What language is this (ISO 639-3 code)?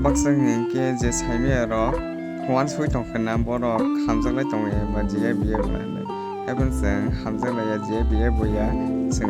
trp